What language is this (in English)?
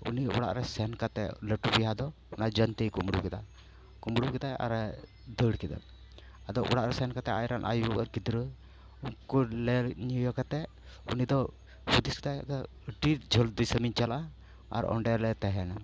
Santali